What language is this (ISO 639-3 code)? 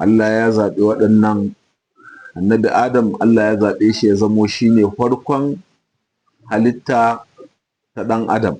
hau